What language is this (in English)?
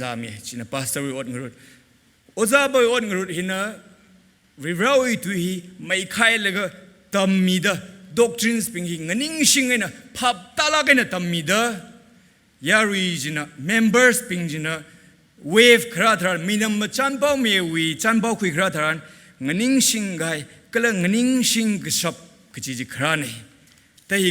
Tangkhul Naga (India)